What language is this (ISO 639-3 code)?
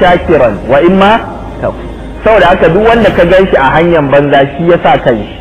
hau